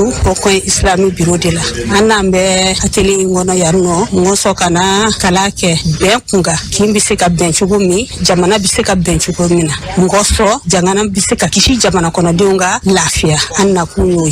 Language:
Bambara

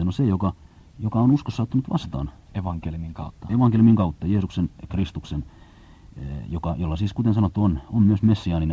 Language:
Finnish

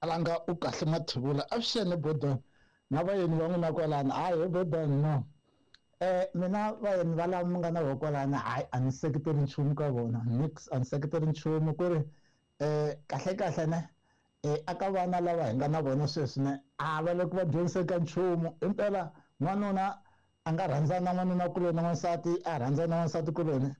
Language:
Tsonga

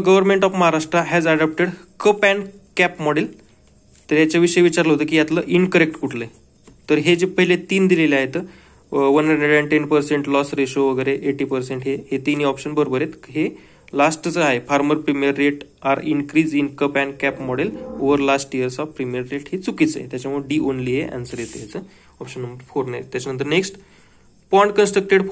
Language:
Marathi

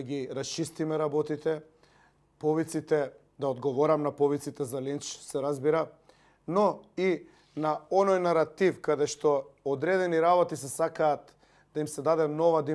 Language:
Macedonian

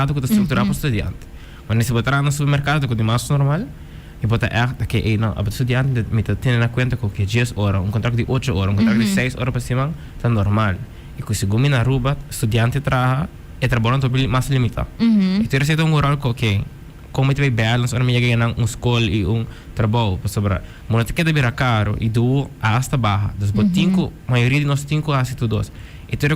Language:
Papiamento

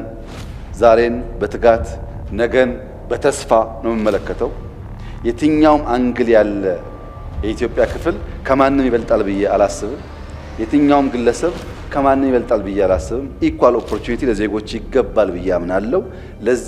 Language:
Amharic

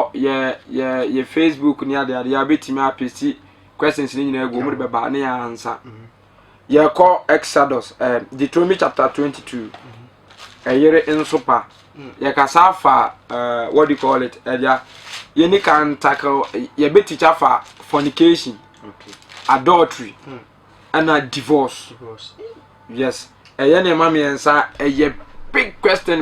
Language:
Akan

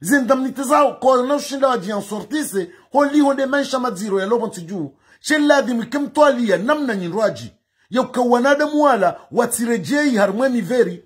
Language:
Ngazidja Comorian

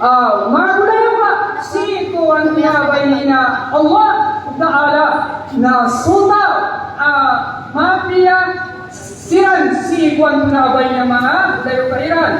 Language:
Maranao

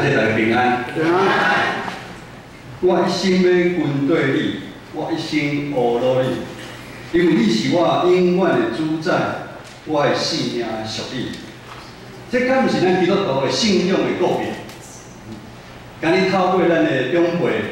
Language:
Min Nan Chinese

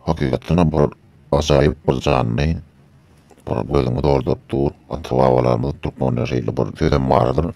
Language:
Turkmen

